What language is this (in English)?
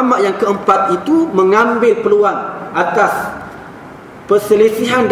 Malay